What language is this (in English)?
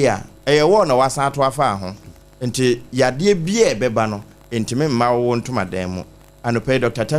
Akan